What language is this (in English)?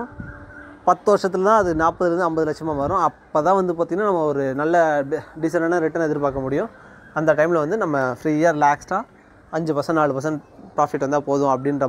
Tamil